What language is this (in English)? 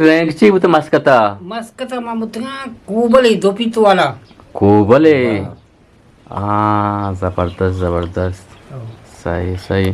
Eastern Balochi